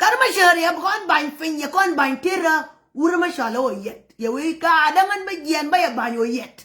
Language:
Nuer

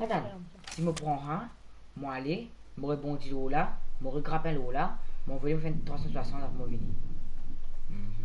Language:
Morisyen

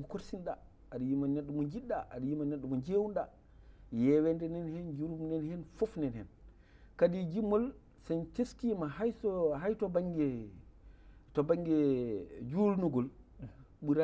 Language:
Fula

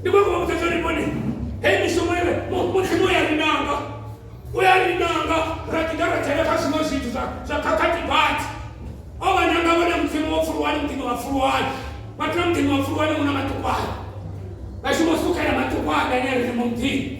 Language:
Venda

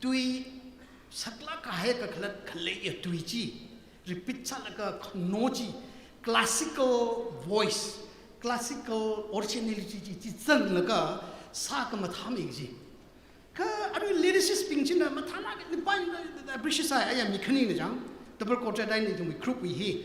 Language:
Tangkhul Naga (India)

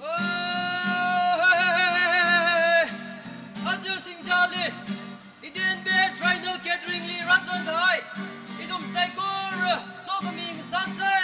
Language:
Tangkhul Naga (India)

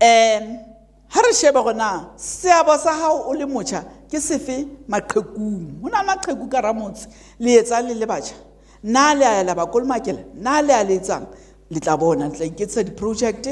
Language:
Southern Sotho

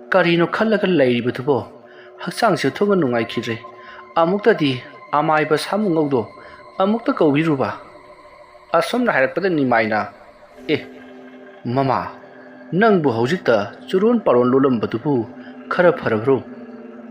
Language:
Manipuri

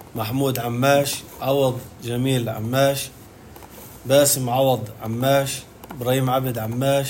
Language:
North Levantine Arabic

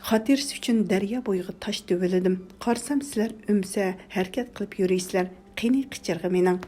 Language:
Uyghur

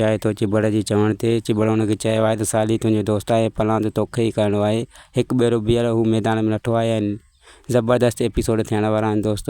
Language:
Sindhi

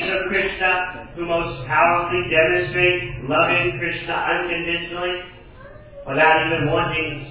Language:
English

